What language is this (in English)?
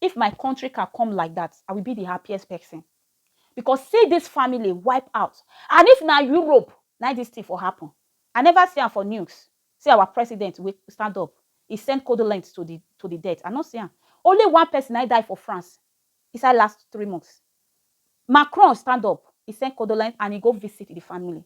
Nigerian Pidgin